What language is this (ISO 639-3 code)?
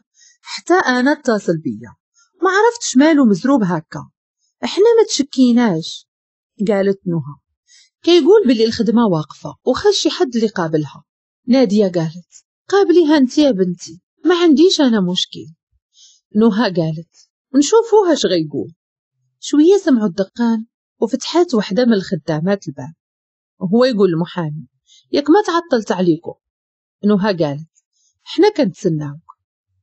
ary